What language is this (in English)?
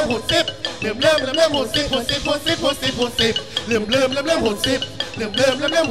Thai